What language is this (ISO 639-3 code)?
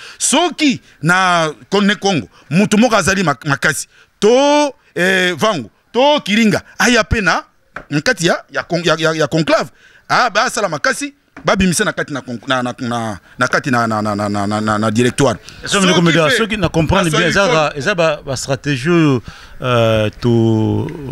lin